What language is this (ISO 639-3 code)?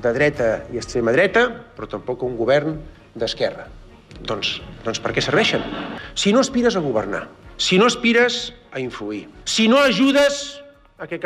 cat